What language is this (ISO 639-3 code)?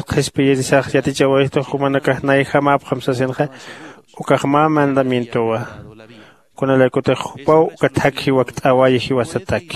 aym